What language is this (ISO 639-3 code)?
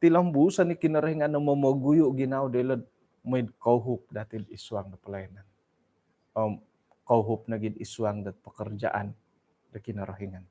dtp